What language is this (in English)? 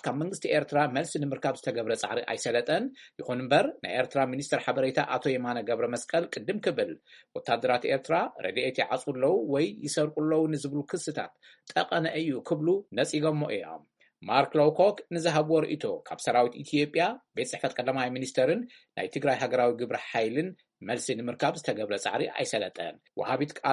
Tigrinya